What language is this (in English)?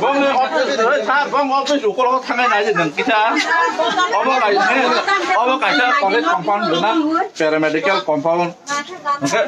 Kok Borok